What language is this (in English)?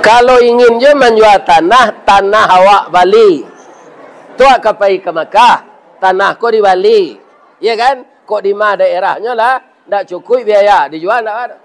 Minangkabau